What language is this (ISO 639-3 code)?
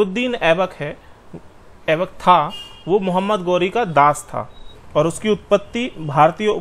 hin